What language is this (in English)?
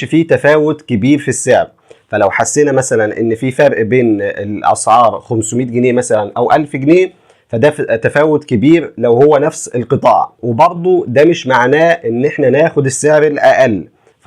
Egyptian Arabic